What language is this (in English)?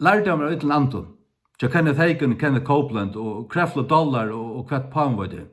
Faroese